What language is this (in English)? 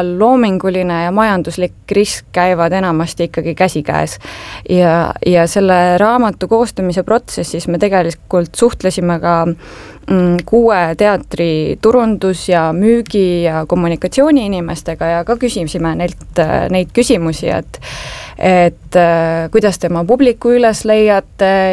Estonian